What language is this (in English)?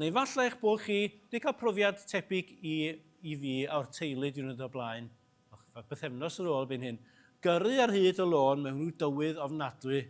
Welsh